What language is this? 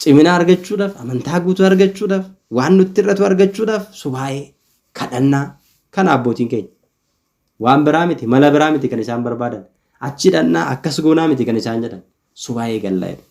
Oromo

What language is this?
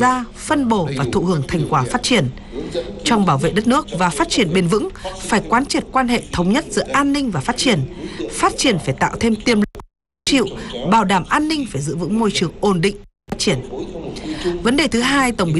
Vietnamese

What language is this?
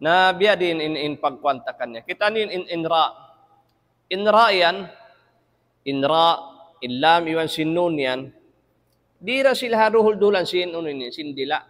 Tausug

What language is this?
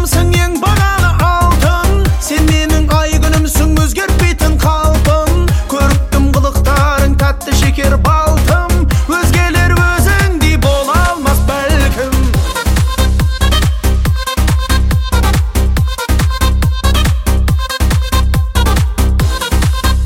Kazakh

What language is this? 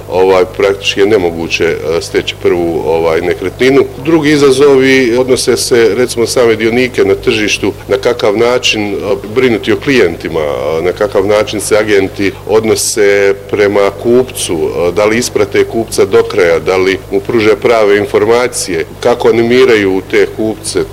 Bosnian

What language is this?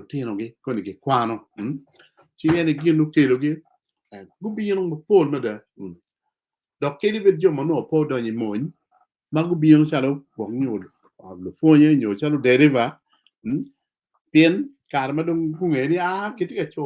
Acoli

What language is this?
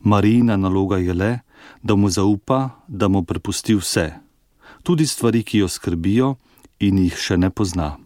Slovenian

